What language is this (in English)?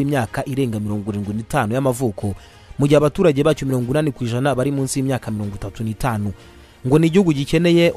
Kinyarwanda